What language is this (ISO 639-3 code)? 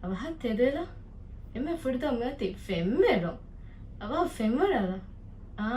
div